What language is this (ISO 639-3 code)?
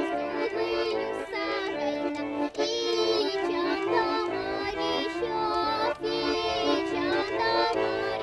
chv